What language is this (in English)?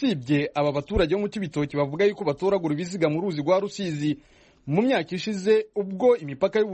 Kinyarwanda